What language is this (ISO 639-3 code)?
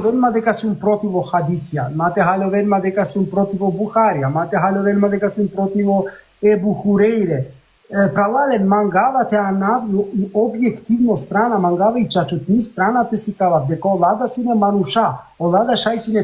rmn